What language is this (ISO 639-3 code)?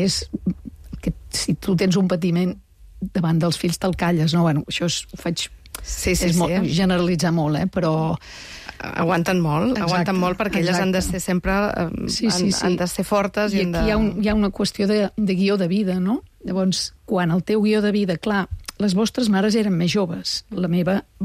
cat